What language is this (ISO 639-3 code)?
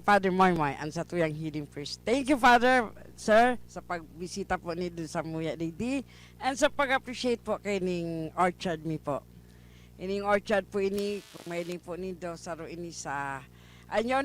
bik